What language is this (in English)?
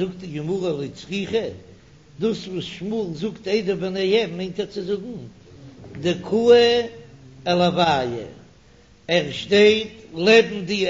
Yiddish